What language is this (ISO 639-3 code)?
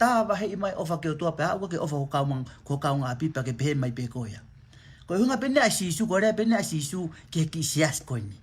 ton